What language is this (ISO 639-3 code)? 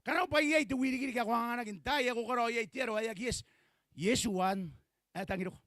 gil